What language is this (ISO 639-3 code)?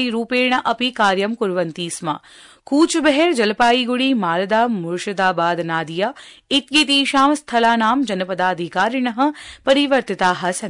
san